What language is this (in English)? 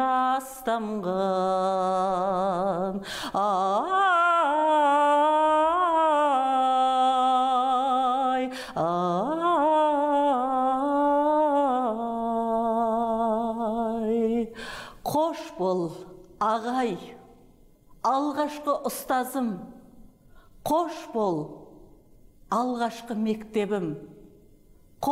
Kazakh